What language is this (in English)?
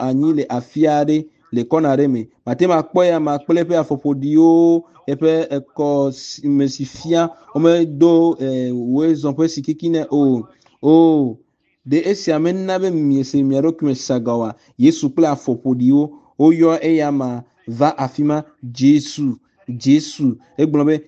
Ewe